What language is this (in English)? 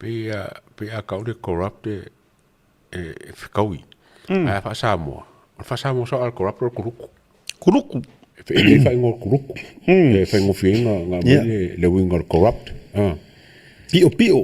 Samoan